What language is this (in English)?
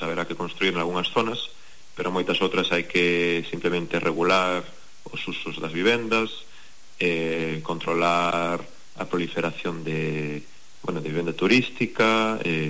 Galician